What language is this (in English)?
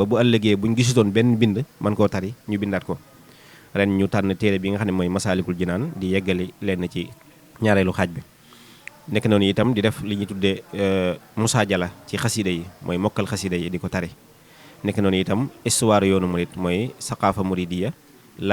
Wolof